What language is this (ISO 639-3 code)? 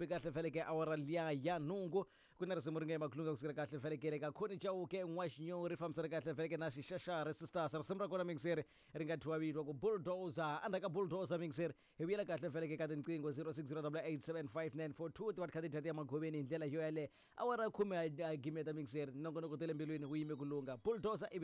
tso